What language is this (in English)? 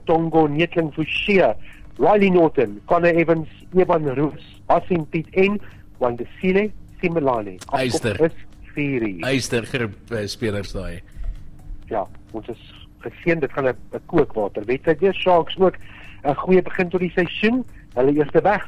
Afrikaans